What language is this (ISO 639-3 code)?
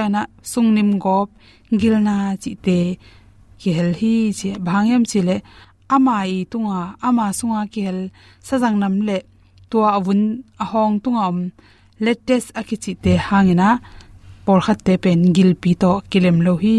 ctd